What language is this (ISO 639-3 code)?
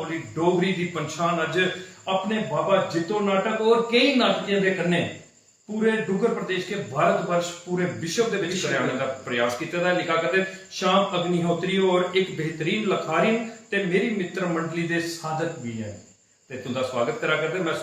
doi